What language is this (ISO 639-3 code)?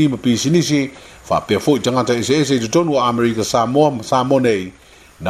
smo